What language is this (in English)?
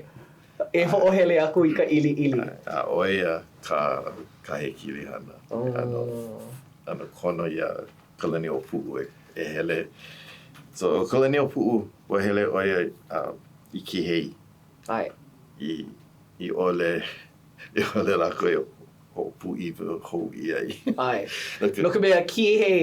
Hawaiian